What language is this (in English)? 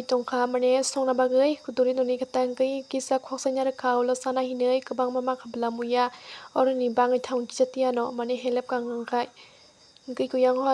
Kok Borok